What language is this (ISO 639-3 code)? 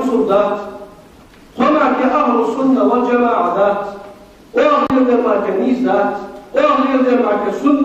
inh